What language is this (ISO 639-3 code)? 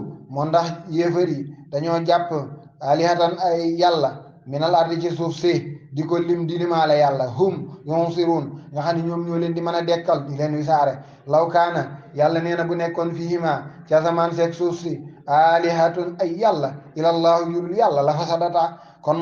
wol